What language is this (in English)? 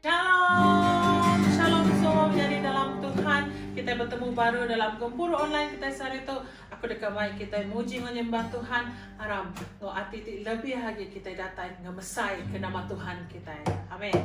Iban